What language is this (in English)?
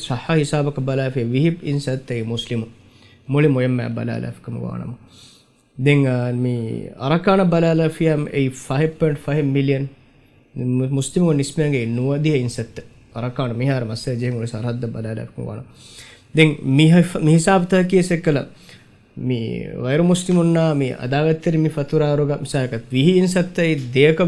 Divehi